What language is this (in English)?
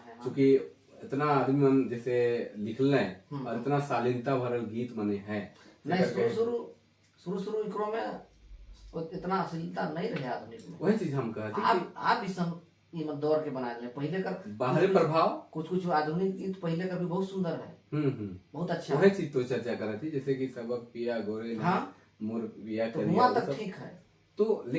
Sadri